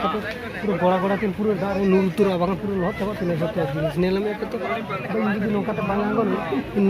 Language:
Santali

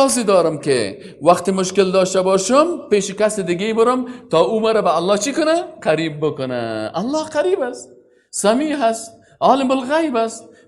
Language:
Persian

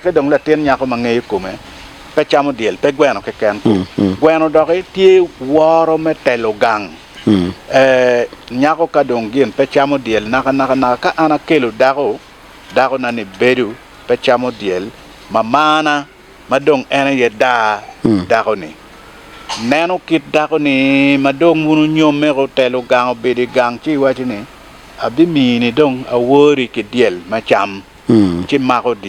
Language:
Acoli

